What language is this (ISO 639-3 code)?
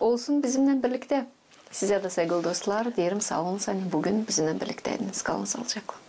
gag